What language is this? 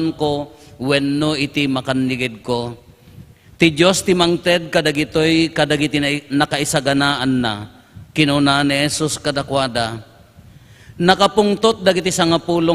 Iloko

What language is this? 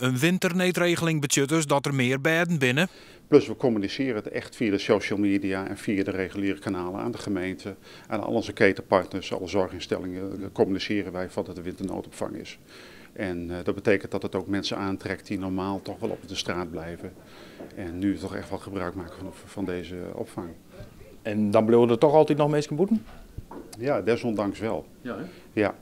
Western Frisian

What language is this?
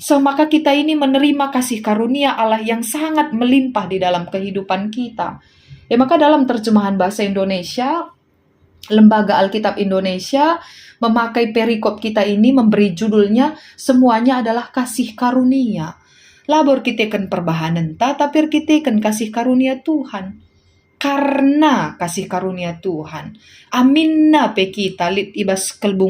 Batak Karo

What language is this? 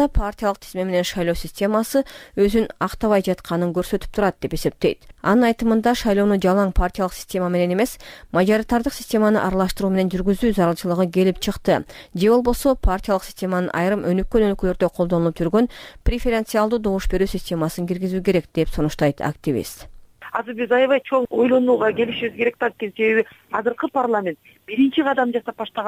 Kyrgyz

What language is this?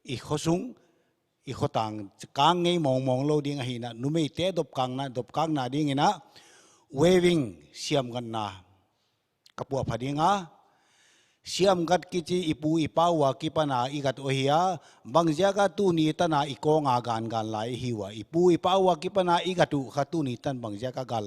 Paite Chin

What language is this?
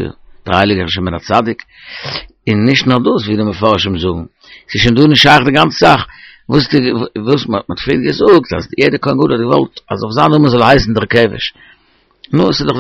Yiddish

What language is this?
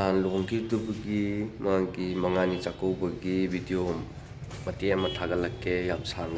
Manipuri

